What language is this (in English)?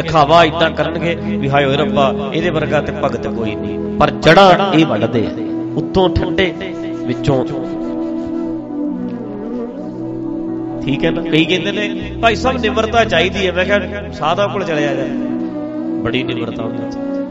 Punjabi